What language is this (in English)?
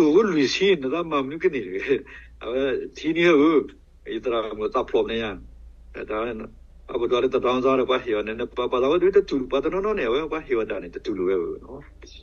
S'gaw Karen